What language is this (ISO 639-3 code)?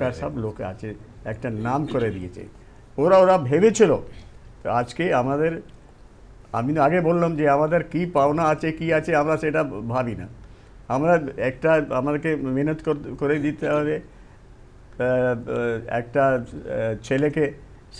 ben